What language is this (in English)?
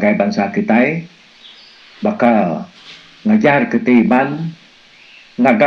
Iban